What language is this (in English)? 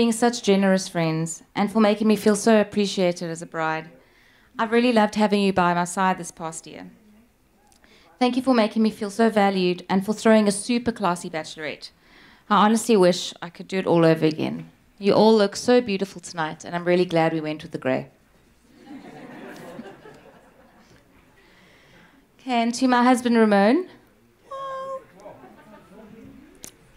English